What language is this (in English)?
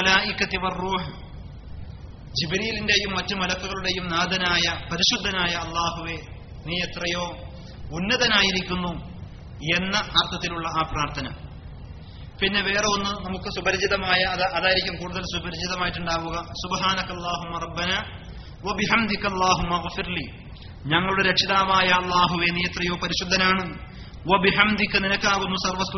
Malayalam